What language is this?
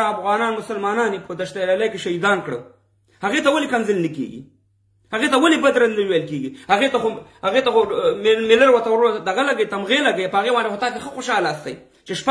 Pashto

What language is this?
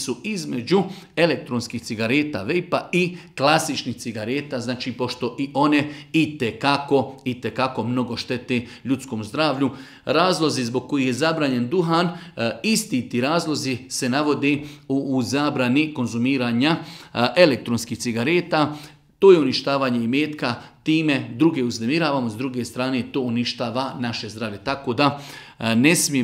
Bosnian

